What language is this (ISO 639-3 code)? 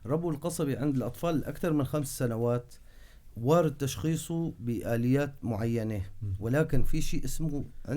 apc